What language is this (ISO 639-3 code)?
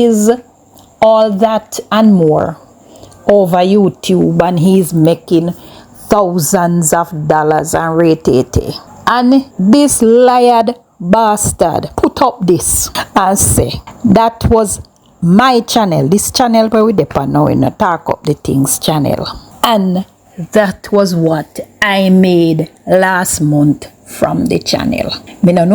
jam